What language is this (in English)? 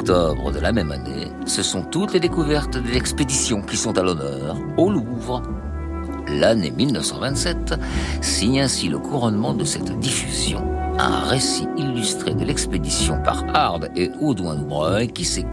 French